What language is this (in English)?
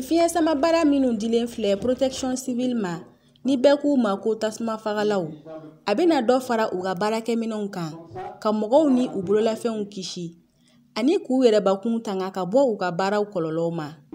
Bambara